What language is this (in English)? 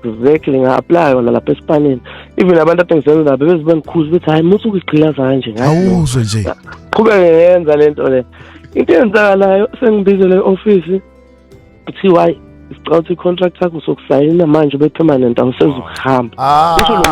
Zulu